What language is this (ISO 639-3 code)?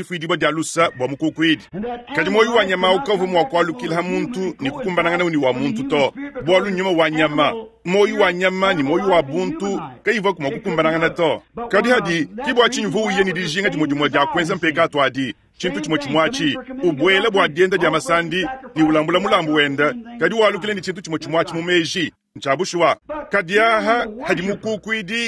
lua